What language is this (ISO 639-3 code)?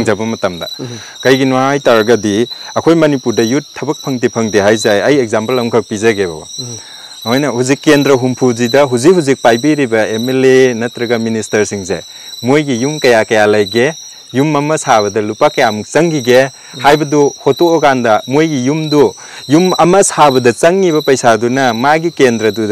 mni